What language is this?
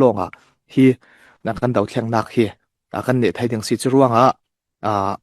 Falam Chin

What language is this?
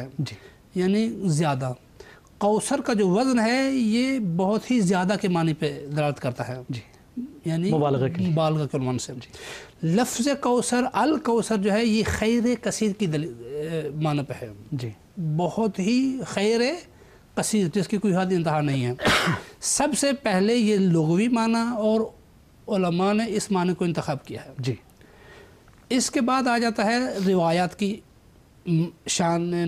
Urdu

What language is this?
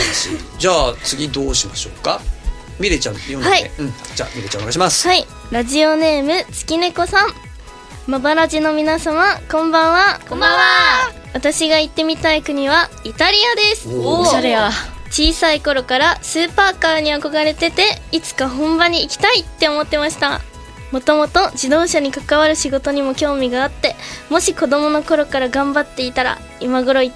Japanese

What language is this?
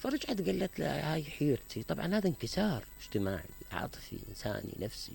Mesopotamian Arabic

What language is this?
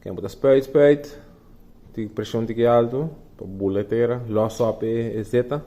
Papiamento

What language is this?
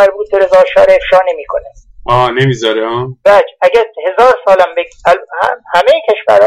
Persian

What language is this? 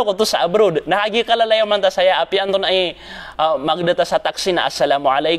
Maranao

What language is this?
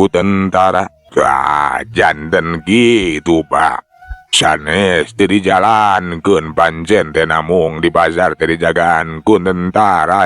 Sundanese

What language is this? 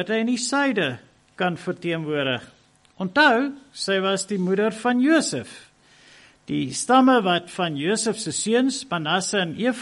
Afrikaans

